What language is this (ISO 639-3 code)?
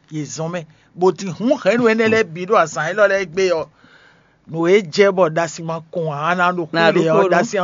fon